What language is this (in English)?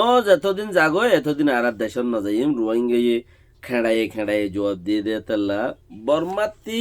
Rohingya